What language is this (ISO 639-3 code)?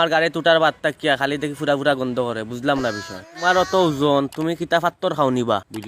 syl